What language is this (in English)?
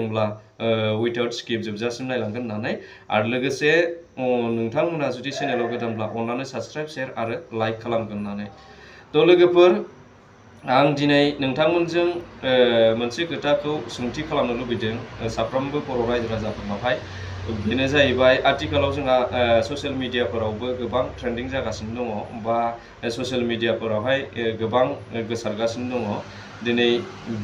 Bodo